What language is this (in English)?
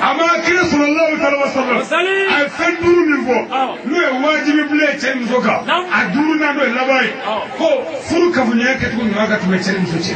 Bambara